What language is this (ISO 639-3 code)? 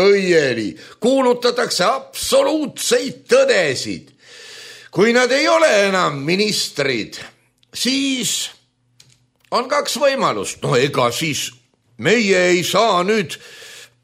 est